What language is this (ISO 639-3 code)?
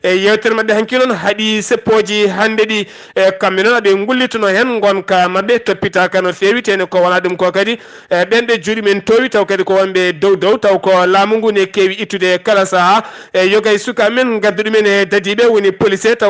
ful